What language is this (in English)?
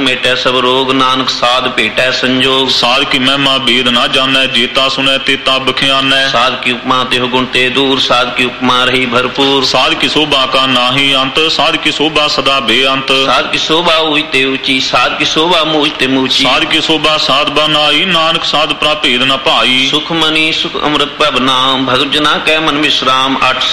Punjabi